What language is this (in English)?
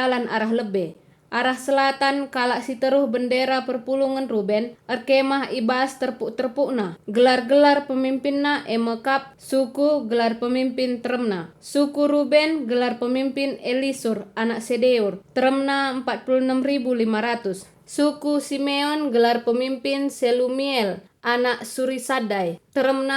Batak Karo